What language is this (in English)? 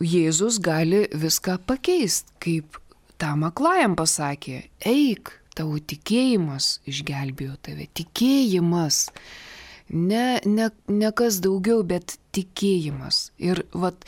Lithuanian